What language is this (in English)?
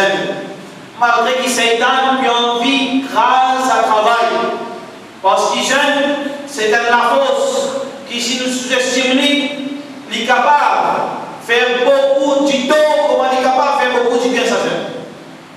Morisyen